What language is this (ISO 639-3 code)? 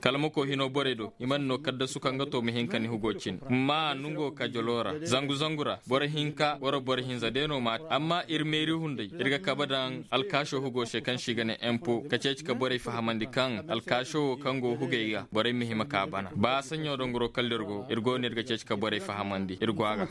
ses